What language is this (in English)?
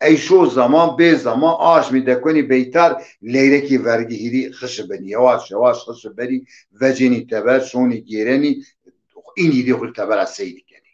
Zaza